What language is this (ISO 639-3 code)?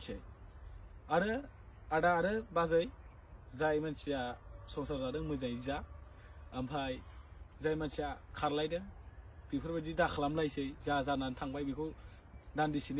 brx